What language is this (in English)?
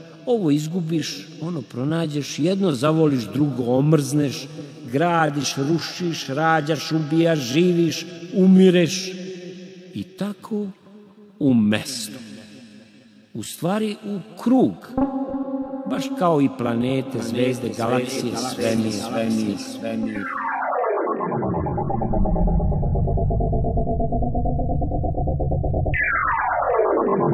Serbian